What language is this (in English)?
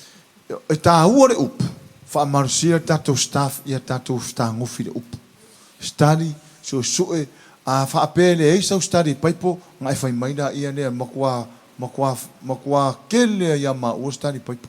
Samoan